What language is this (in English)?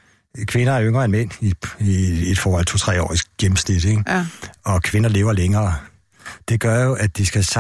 Danish